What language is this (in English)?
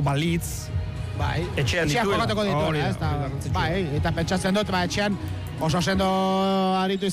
Basque